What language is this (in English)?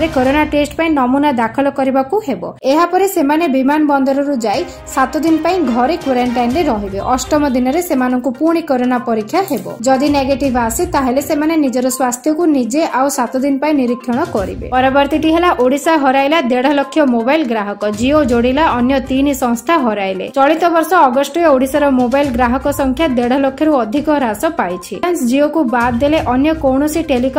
Odia